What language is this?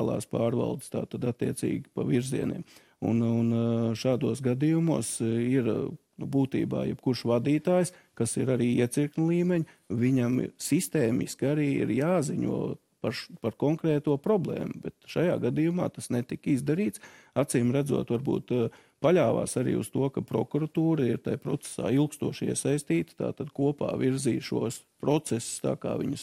Latvian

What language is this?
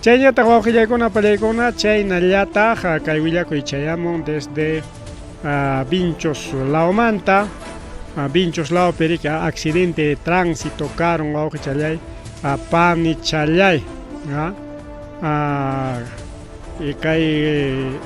Ayacucho Quechua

